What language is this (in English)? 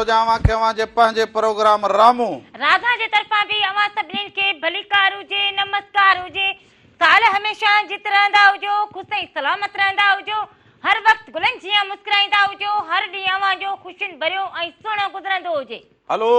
Sindhi